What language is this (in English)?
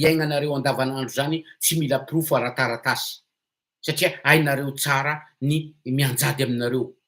Malagasy